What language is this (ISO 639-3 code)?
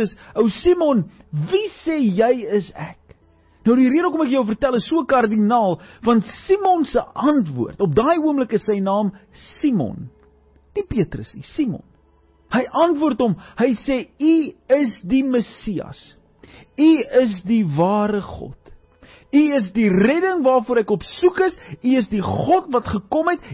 afr